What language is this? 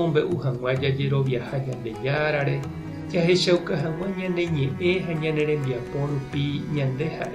Guarani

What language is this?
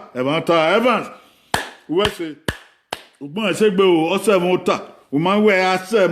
Bini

